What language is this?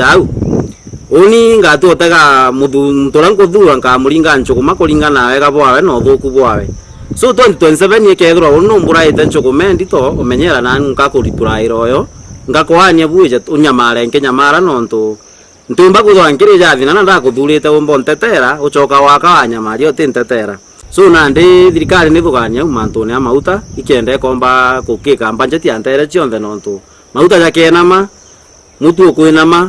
Meru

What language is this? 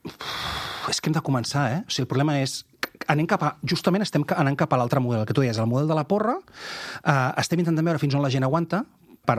Catalan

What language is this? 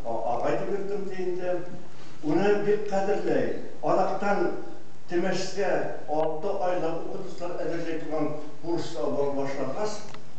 Bashkir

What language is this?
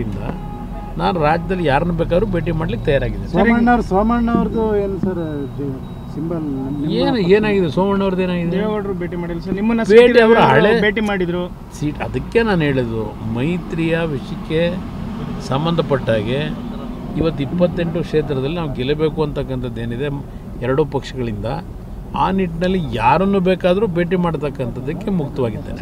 Kannada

